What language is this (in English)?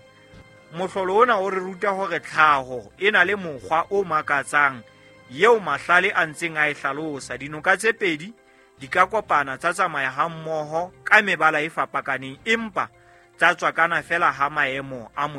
Southern Sotho